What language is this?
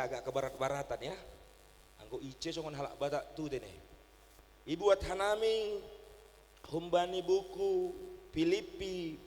Batak Simalungun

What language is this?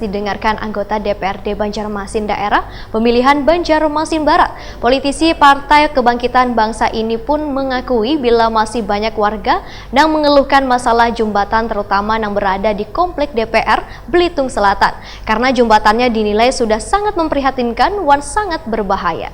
Banjar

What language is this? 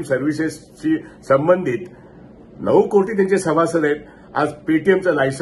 Marathi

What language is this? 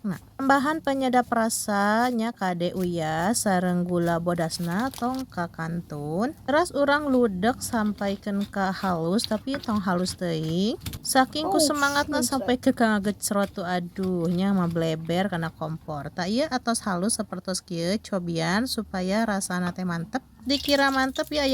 Sundanese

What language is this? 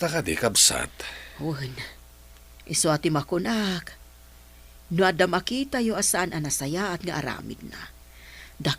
Iloko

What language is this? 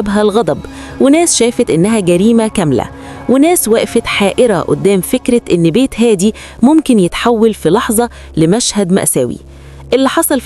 Egyptian Arabic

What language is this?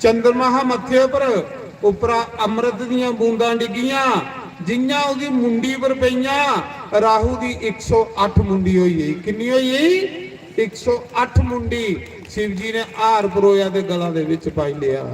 Dogri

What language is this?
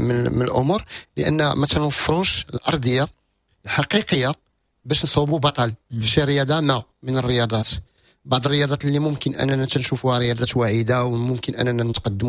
Moroccan Arabic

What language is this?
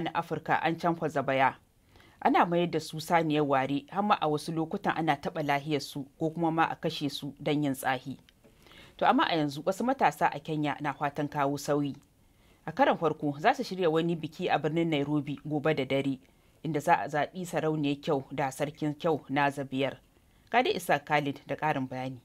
Hausa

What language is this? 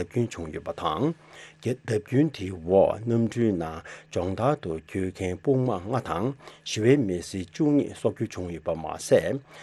Tibetan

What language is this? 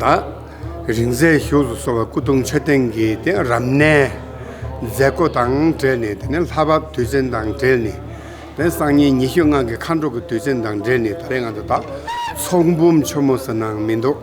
Tibetan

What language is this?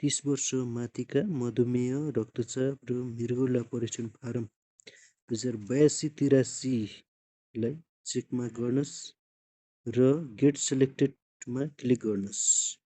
Nepali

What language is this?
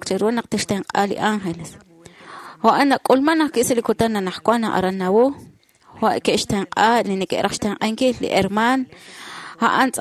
Kekchí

